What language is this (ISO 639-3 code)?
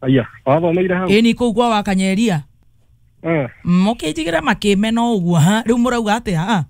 kik